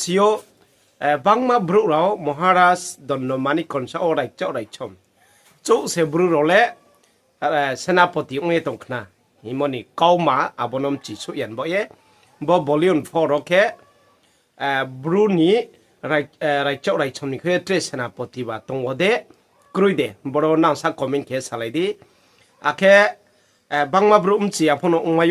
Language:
Riang (India)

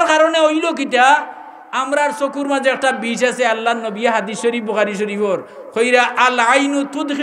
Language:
Sylheti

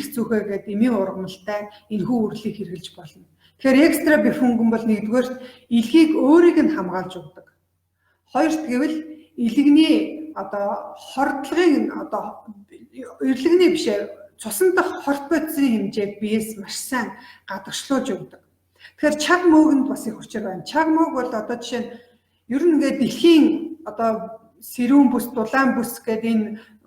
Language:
Mongolian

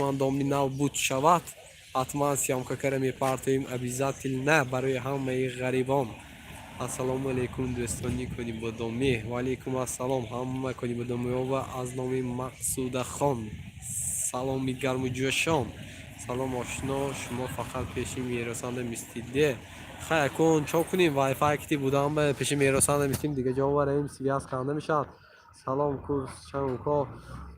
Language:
Tajik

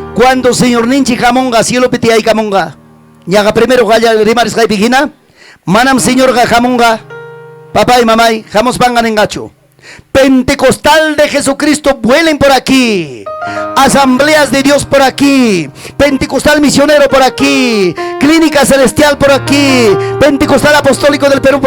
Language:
Ayacucho Quechua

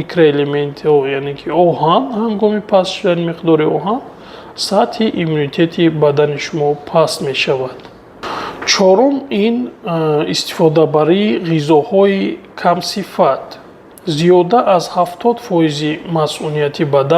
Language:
Tajik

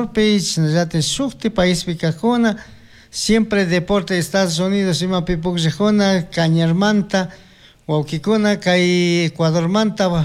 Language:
Chimborazo Highland Quichua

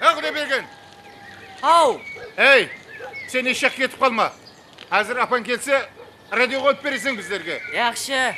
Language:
Kara-Kalpak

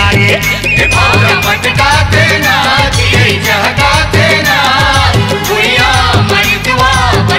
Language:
Chhattisgarhi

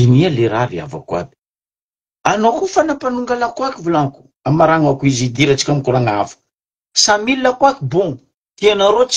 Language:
Malagasy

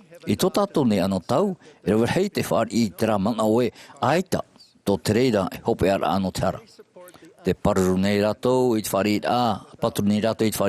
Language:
Tahitian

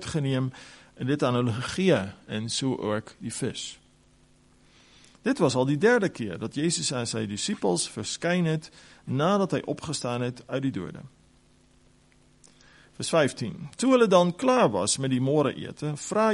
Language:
Afrikaans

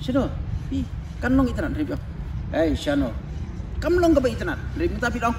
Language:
Khasi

